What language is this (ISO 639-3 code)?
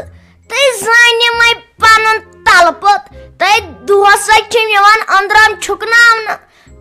kas